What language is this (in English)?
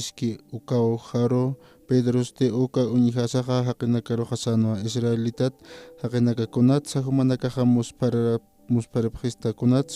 Aymara